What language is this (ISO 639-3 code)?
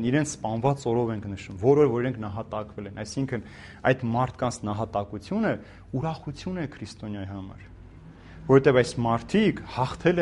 hye